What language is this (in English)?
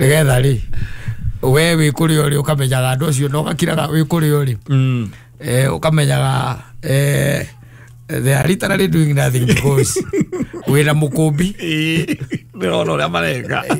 Kikuyu